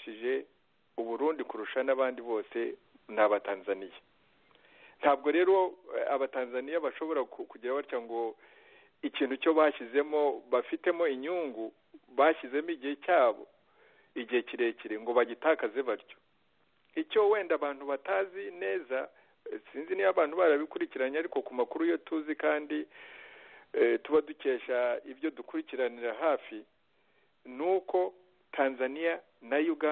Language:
Kinyarwanda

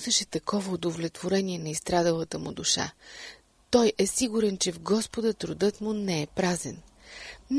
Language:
Bulgarian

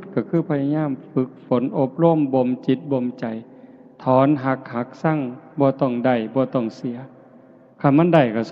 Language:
Northeastern Thai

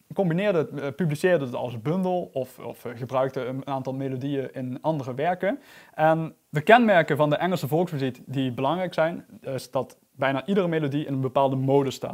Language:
Dutch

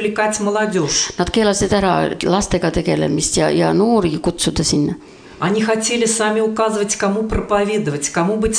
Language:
Estonian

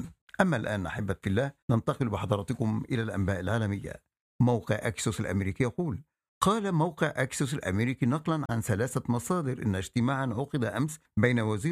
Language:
Arabic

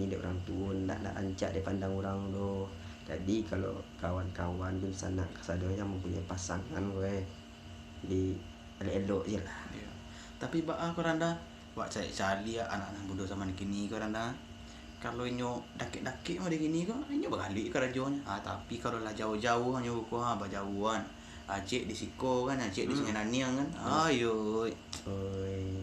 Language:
Minangkabau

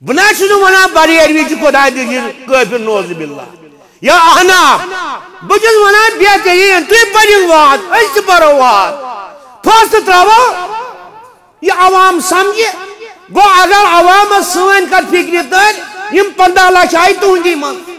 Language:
Kashmiri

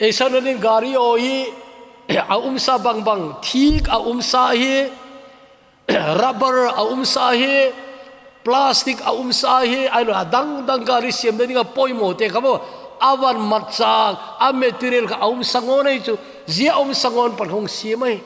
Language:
Thado Chin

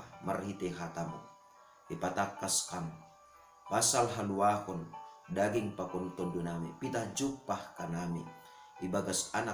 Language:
Batak Simalungun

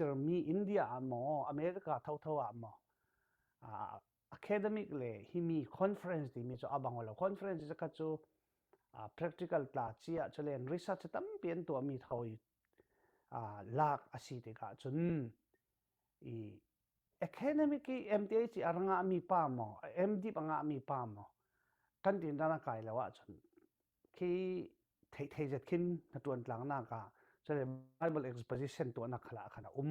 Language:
Falam Chin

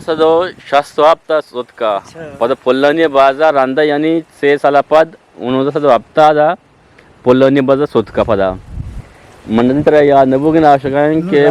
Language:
Eastern Balochi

